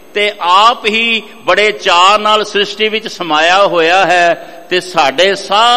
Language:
Punjabi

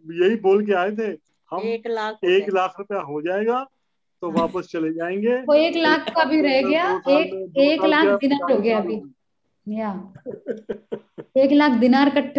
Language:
Hindi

